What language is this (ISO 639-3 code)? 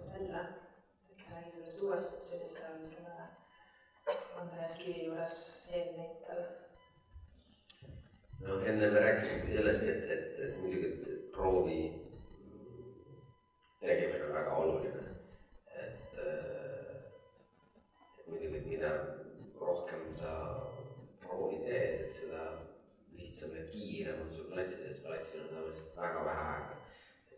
est